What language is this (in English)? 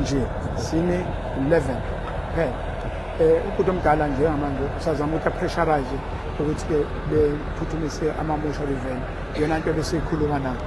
Zulu